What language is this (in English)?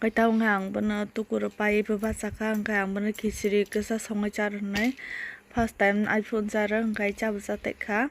Kok Borok